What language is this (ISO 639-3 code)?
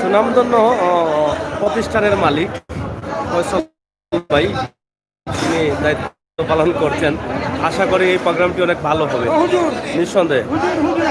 syl